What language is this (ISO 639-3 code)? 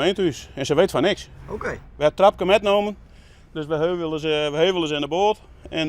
fry